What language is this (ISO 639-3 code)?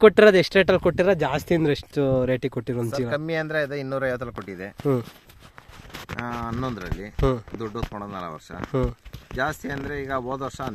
kan